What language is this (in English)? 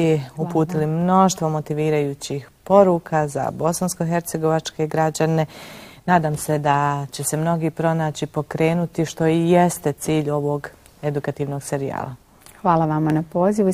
Bosnian